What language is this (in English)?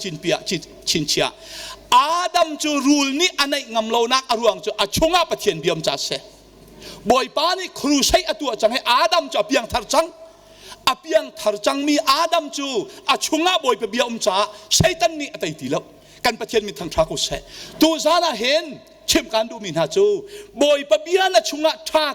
Hakha Chin